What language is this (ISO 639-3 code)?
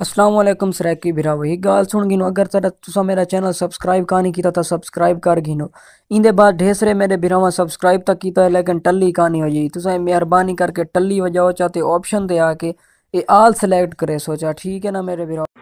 skr